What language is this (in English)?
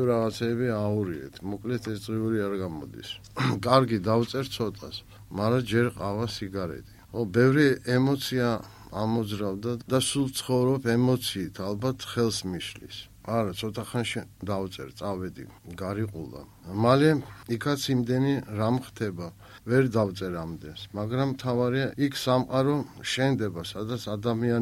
Georgian